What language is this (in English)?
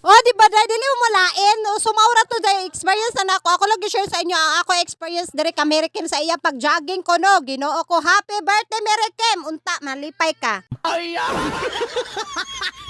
Cebuano